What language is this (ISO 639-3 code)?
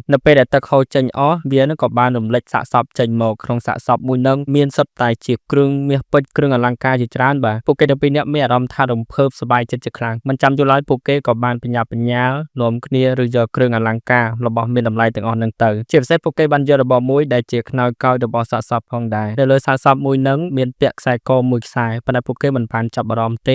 khm